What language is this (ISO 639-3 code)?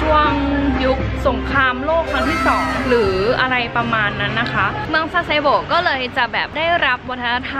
tha